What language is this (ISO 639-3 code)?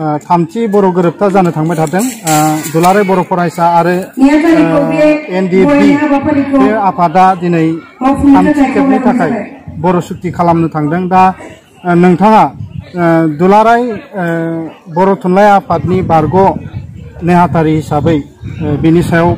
brx